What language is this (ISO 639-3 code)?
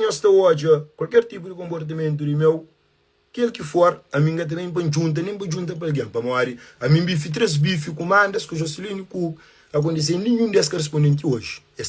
kea